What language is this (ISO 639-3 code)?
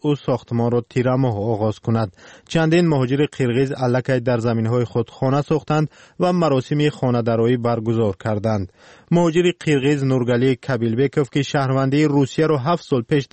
fas